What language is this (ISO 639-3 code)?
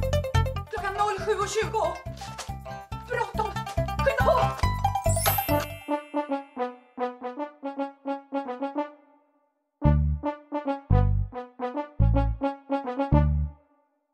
swe